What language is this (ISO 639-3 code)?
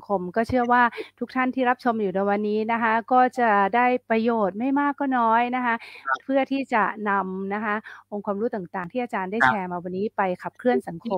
tha